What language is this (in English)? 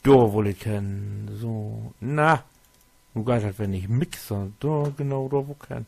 Low German